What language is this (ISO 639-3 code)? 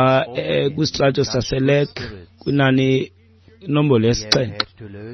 xho